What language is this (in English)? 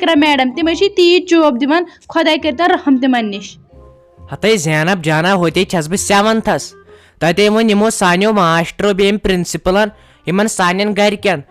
Kashmiri